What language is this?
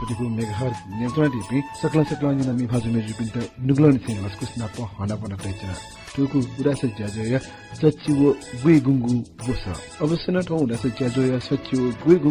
Newari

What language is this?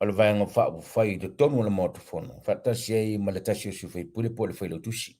Samoan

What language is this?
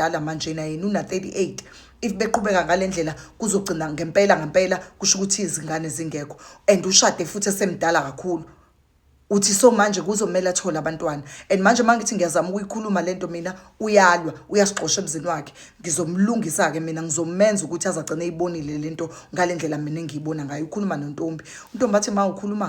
Zulu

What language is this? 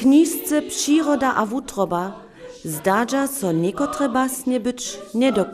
Upper Sorbian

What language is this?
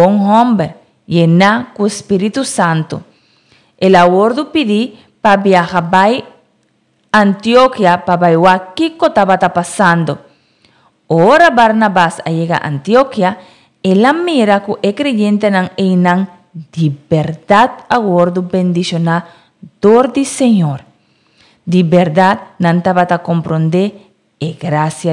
Papiamento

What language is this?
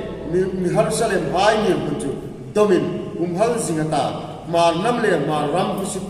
Hmar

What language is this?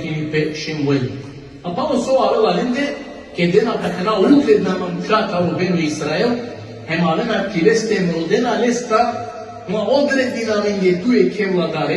Balkan Romani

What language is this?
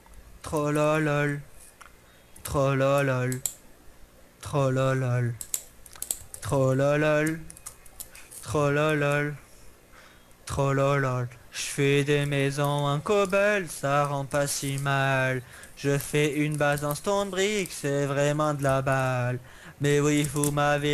French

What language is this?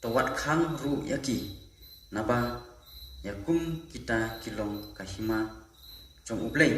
Khasi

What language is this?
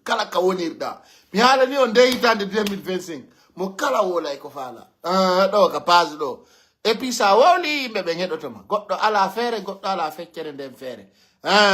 Pular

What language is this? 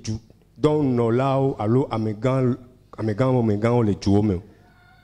Ewe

